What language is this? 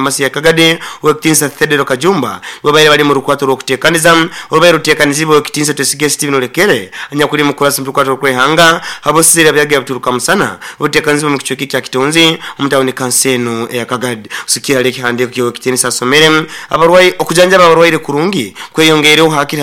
Nyoro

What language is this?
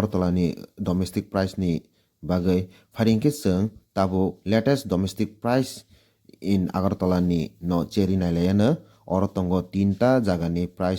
Kok Borok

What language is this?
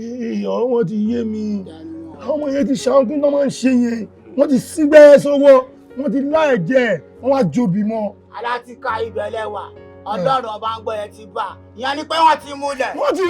Yoruba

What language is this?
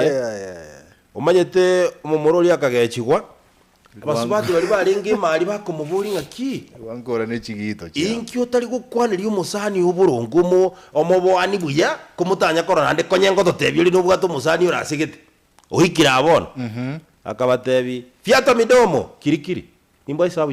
Gusii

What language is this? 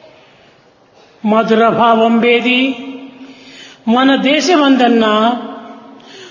Telugu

